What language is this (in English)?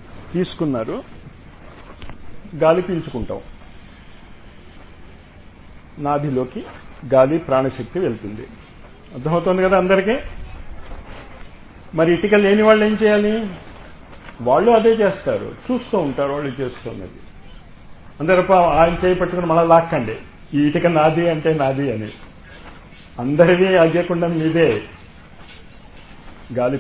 Telugu